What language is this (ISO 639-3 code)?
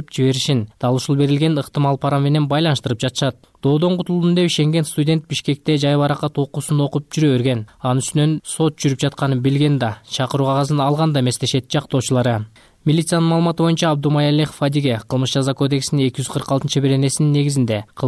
kir